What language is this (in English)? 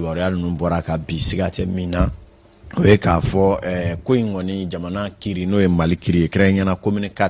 Bambara